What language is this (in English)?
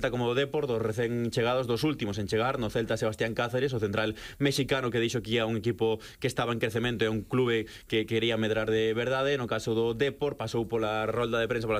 Galician